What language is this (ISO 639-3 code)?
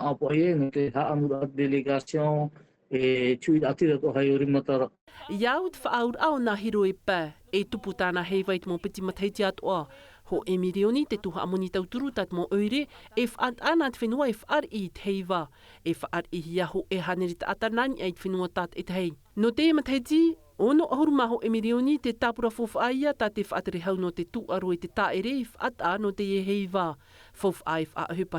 tah